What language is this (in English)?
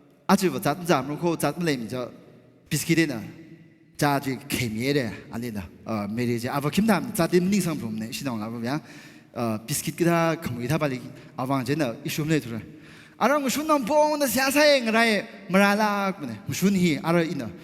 Tangkhul Naga (India)